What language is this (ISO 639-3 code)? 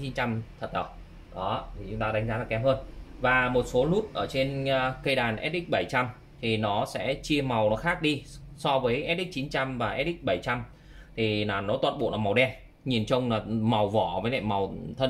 vie